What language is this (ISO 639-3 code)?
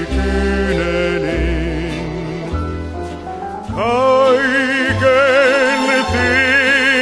fin